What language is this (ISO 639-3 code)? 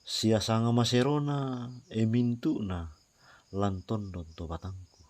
sda